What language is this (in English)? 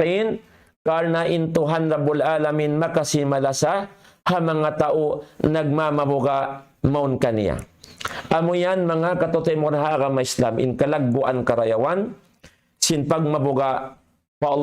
Tausug